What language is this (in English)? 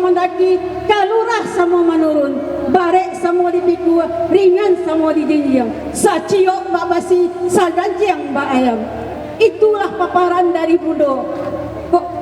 Minangkabau